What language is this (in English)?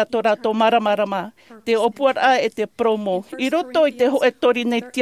Tahitian